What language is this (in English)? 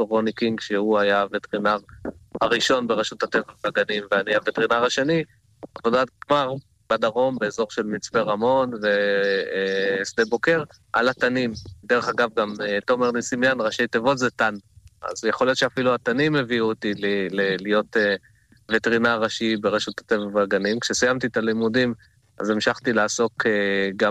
Hebrew